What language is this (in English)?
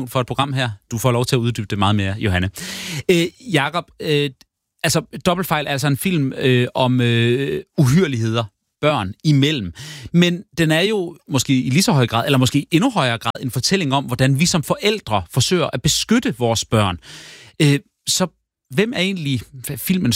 Danish